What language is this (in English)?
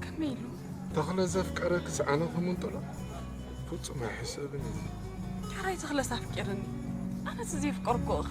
Tigrinya